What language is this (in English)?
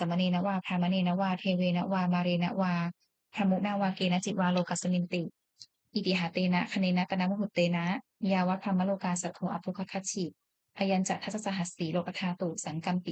Pali